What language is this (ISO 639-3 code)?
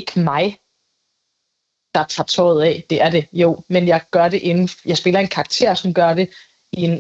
dan